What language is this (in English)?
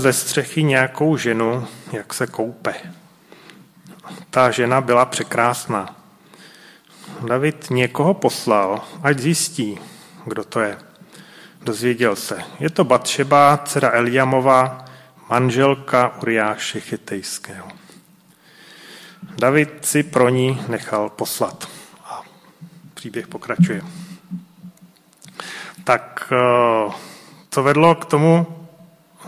Czech